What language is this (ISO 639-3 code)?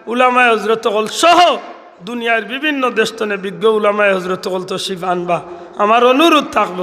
syl